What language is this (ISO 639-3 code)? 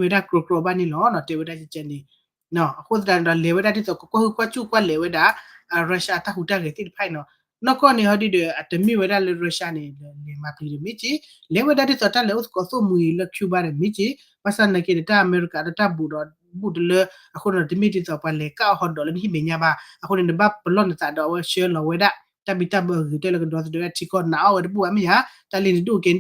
ksw